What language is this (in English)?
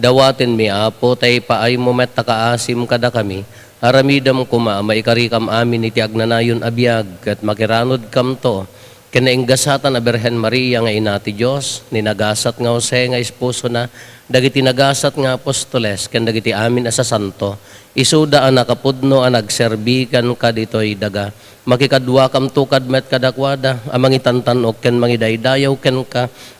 Iloko